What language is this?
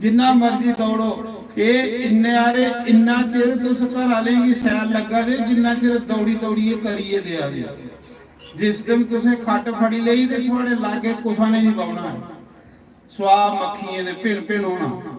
Dogri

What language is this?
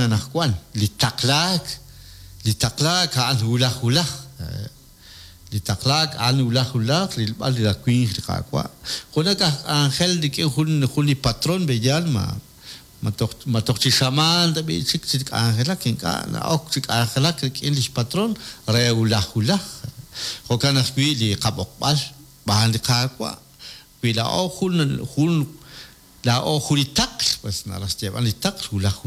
Kekchí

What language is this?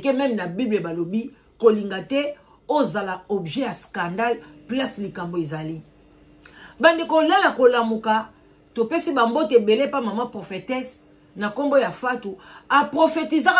Lingala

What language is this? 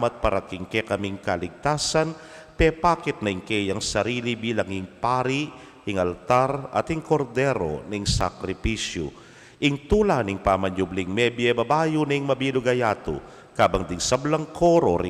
Pampanga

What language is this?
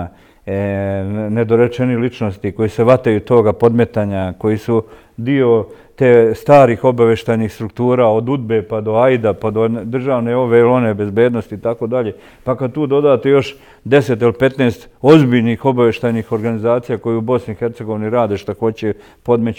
Bosnian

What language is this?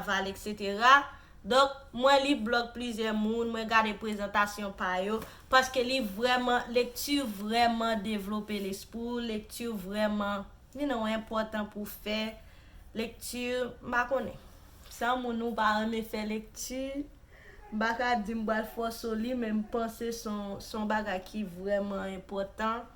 Haitian Creole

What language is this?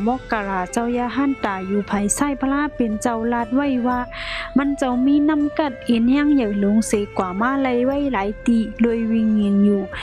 Shan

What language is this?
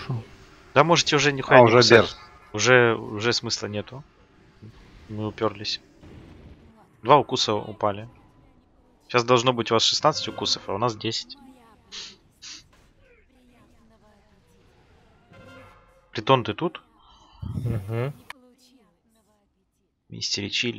Russian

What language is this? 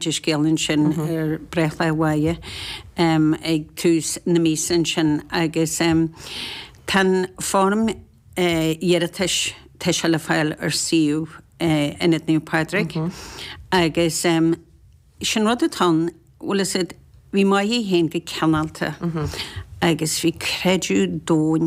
Irish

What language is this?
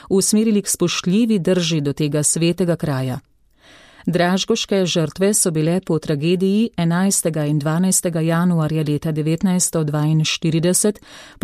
Slovenian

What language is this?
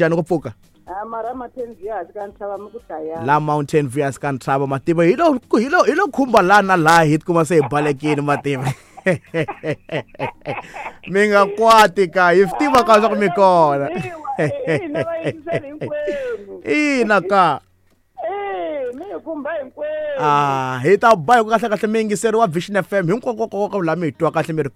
Tsonga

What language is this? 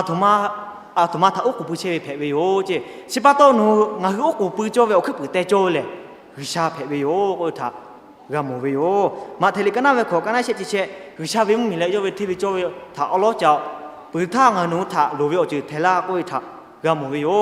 Lahu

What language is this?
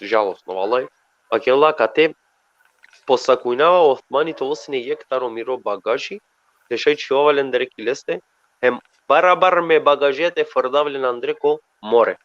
Balkan Romani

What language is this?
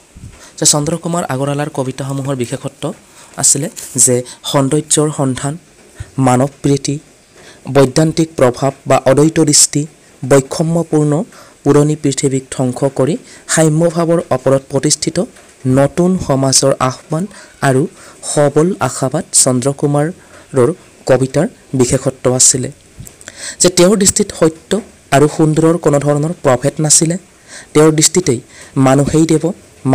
Assamese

